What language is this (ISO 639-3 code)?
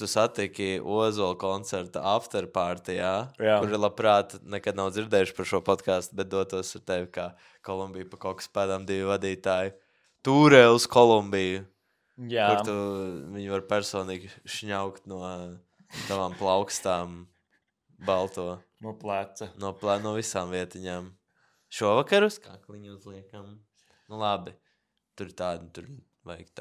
lav